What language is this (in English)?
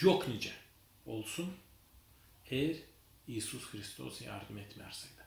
Gagauz